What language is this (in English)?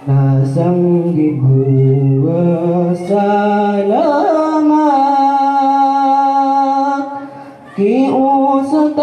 Maranao